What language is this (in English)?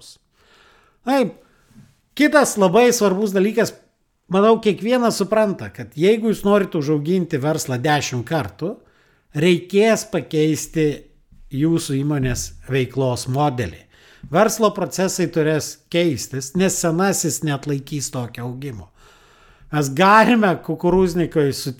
Lithuanian